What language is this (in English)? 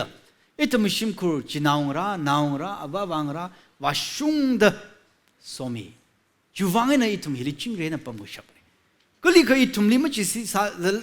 Tangkhul Naga (India)